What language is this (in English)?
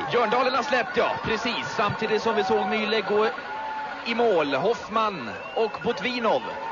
Swedish